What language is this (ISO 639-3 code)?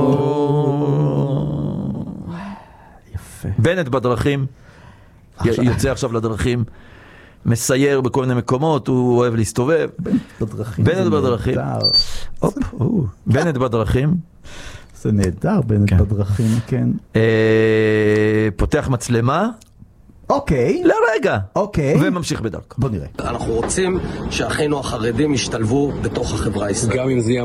heb